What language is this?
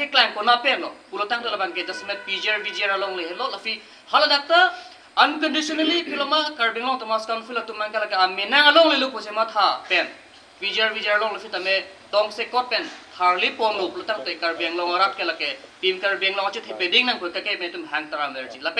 Karbi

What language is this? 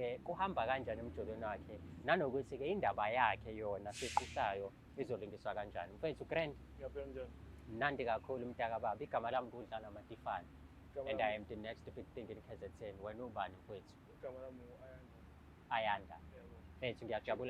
Zulu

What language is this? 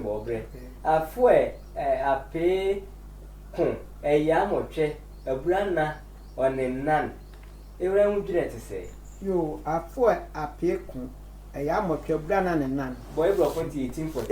Sehwi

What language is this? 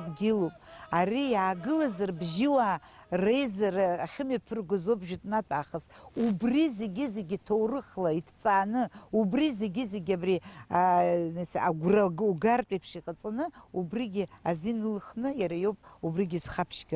Abkhazian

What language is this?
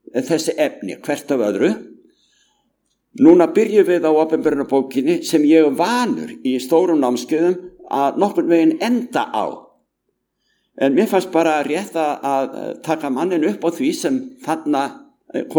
Icelandic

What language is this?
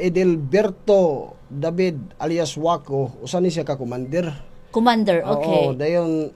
Cebuano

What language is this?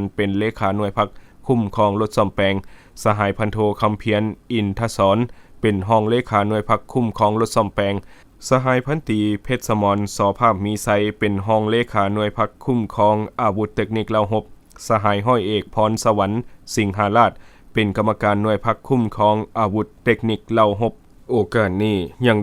Lao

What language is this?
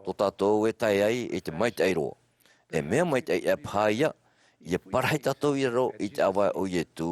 Tahitian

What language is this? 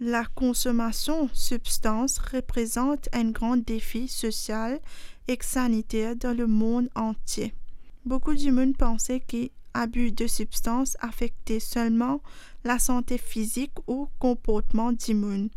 Morisyen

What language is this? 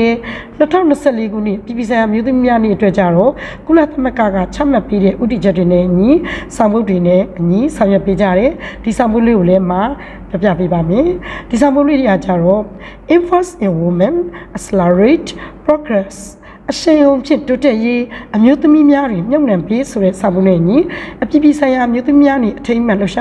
Burmese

